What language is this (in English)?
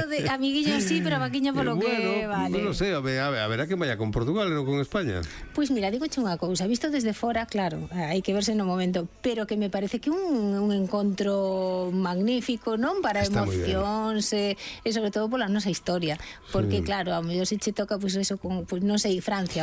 Galician